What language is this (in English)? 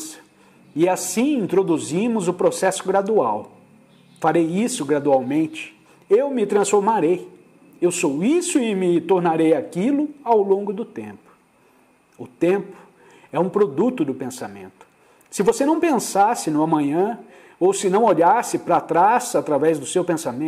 Portuguese